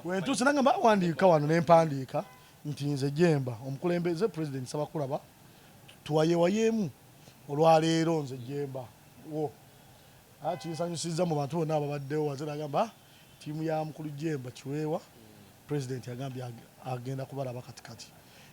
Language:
Ganda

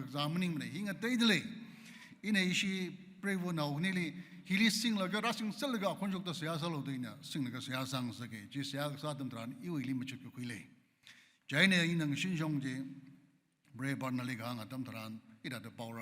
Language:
Tangkhul Naga (India)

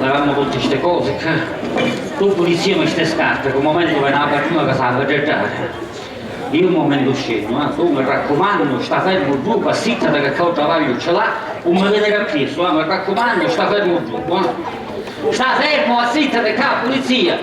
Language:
Sicilian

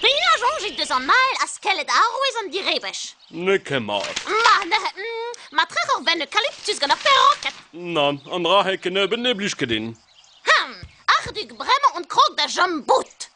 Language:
Breton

